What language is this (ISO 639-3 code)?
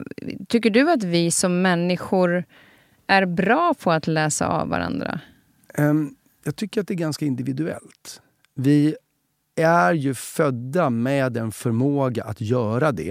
swe